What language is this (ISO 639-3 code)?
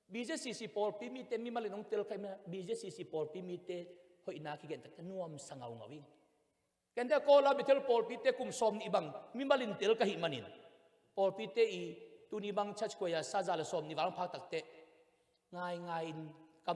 ctd